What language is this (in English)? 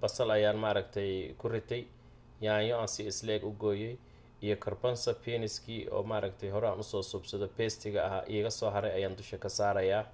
Somali